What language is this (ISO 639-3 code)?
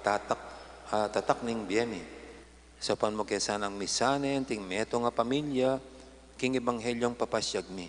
pam